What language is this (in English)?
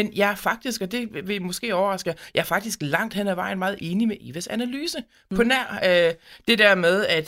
Danish